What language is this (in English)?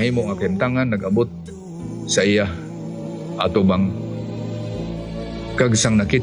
Hiligaynon